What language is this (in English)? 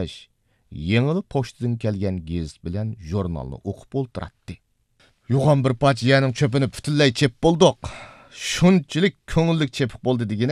Uyghur